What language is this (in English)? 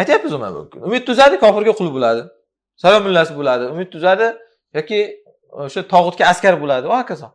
Uzbek